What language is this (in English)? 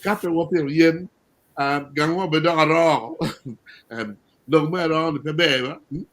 Acoli